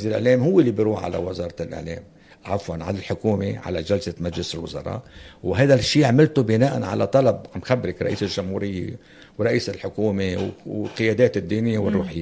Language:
North Levantine Arabic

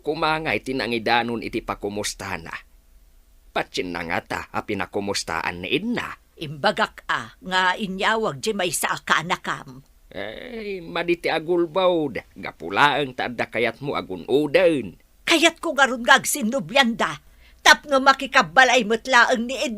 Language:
Iloko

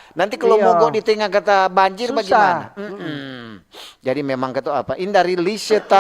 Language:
Manado Malay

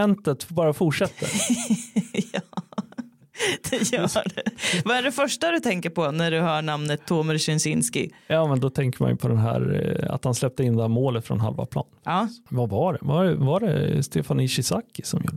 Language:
Swedish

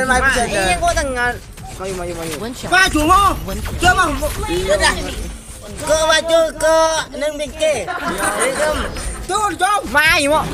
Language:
Madurese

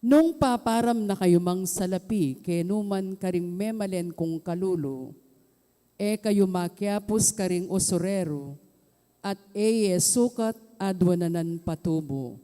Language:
Pampanga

